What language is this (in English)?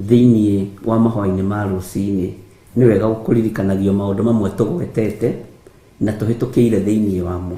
Kikuyu